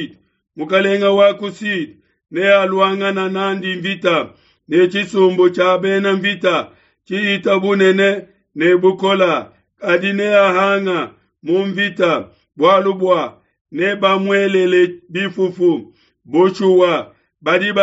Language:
Luba-Lulua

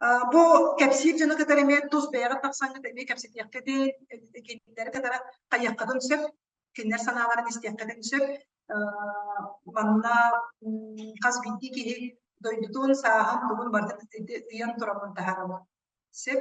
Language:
Yakut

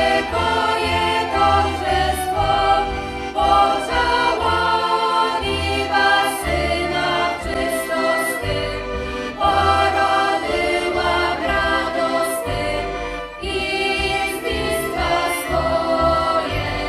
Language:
Rusyn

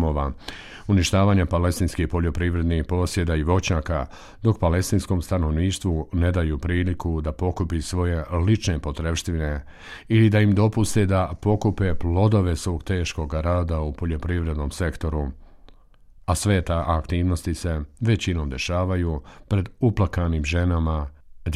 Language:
Bosnian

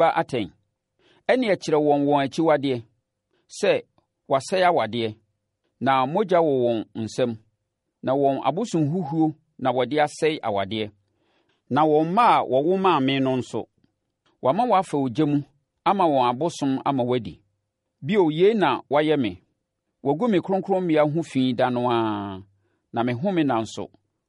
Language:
Akan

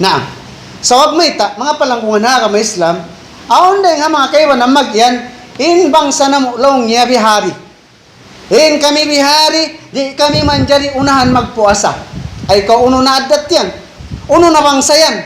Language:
Tausug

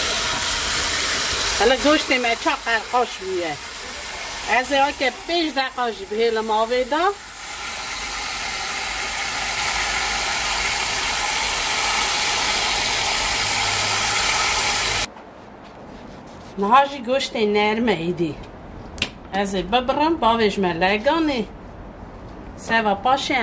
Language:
Kurdish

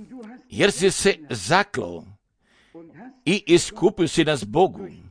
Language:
Croatian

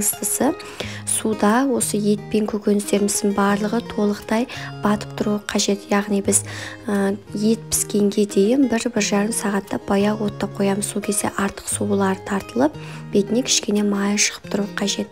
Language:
Kazakh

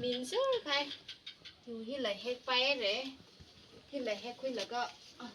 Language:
Tangkhul Naga (India)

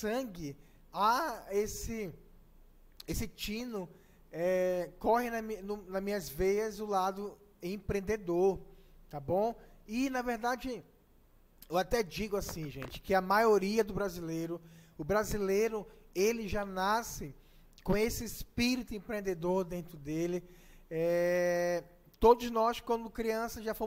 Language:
Portuguese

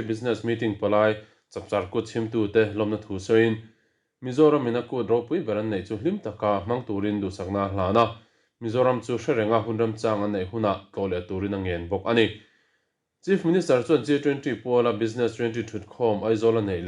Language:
Mizo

